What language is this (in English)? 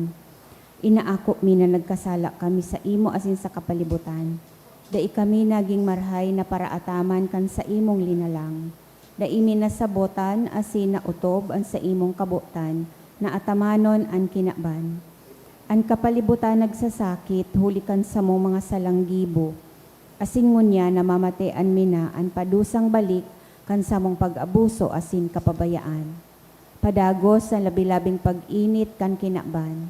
Bikol